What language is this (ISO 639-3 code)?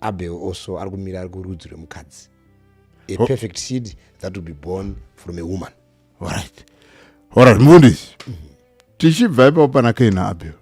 sna